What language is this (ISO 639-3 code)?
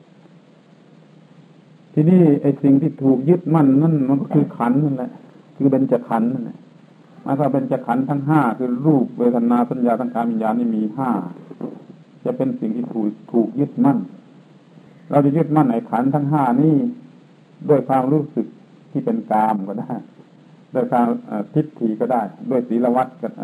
tha